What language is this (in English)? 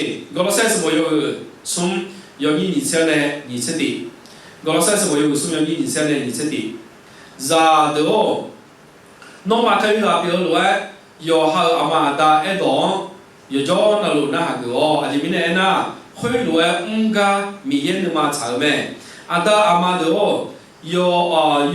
Akha